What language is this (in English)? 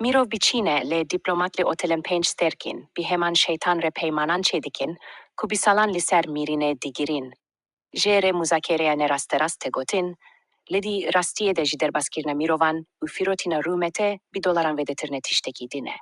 Kurdish